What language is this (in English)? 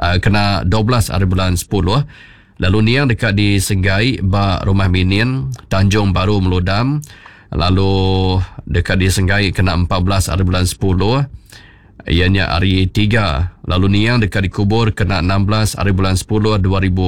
Iban